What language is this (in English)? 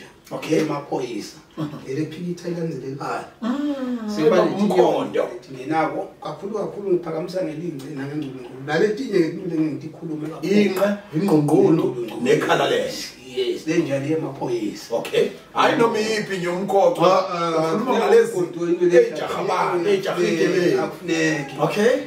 Zulu